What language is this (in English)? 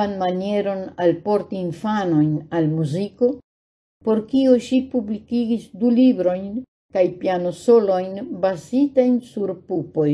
Esperanto